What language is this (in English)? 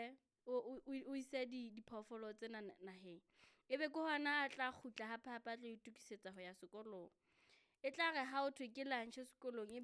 Southern Sotho